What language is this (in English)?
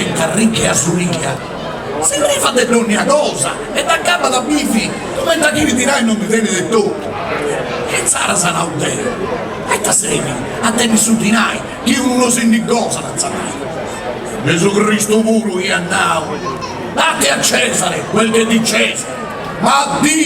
Sardinian